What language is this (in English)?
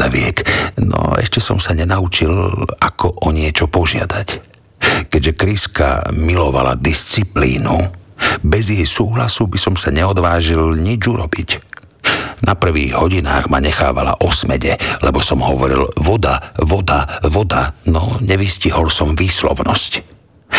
Slovak